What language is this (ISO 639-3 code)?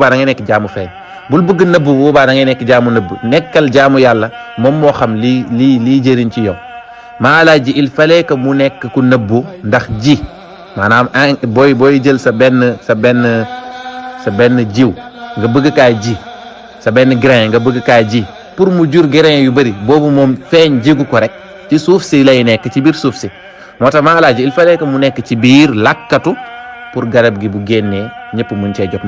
wol